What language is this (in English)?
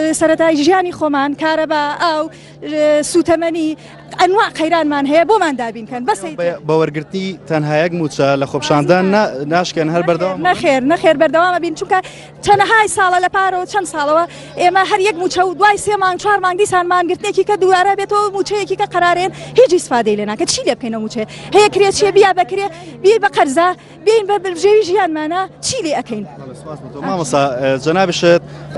Central Kurdish